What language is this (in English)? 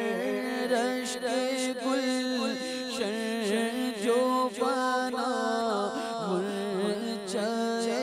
Urdu